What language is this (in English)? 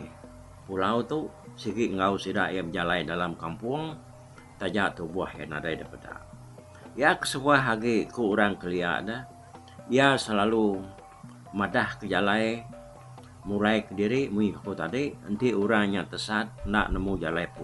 Iban